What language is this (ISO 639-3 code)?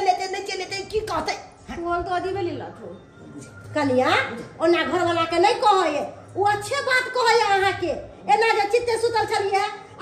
mai